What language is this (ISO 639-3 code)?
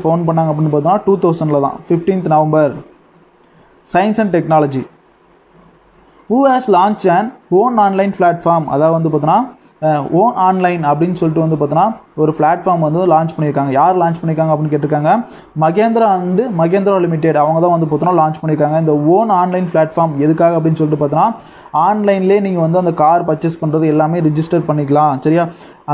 tam